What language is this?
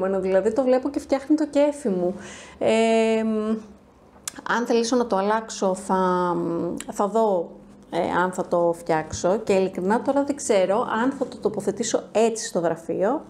Greek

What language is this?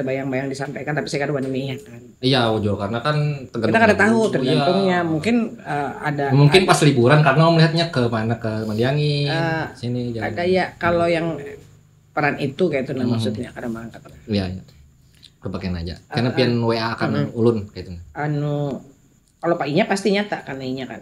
Banjar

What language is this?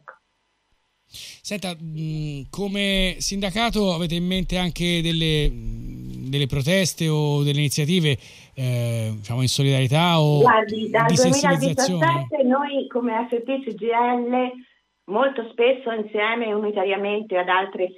Italian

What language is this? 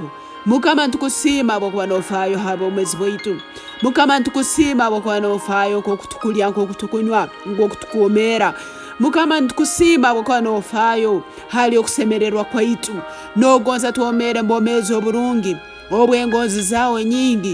Tooro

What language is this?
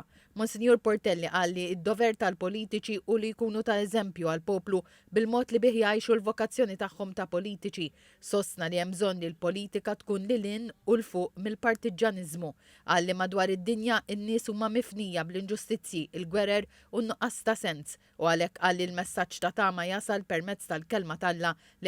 Maltese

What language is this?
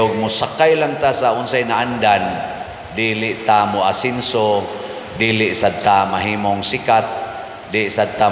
Cebuano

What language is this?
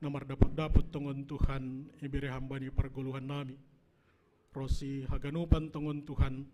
Batak Simalungun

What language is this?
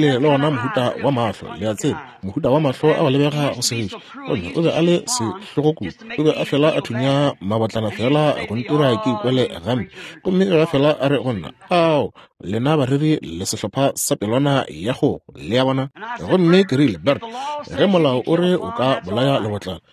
Northern Sotho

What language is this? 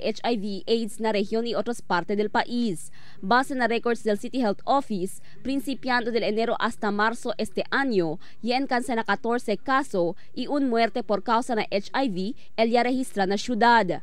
Chavacano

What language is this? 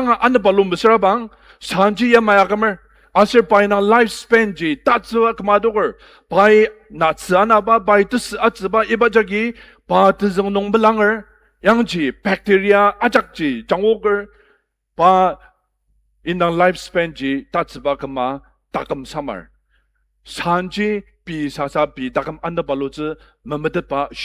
Ao Naga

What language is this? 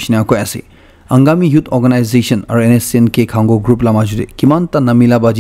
Naga Pidgin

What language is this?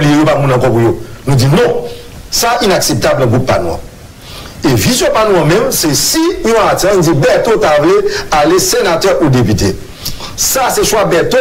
Haitian Creole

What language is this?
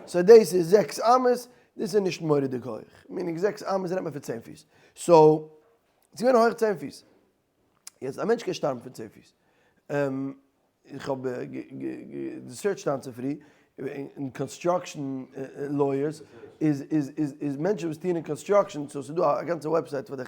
Yiddish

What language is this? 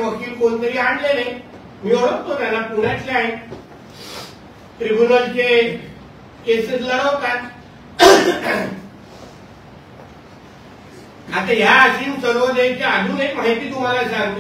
Marathi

